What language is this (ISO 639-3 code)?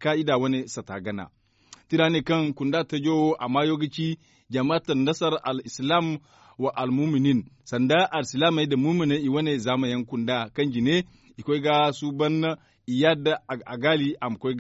dje